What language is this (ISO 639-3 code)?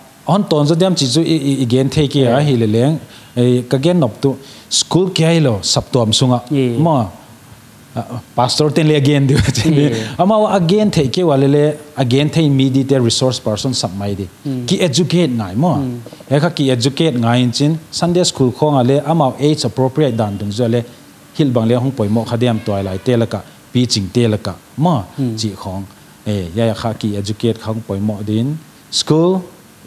pck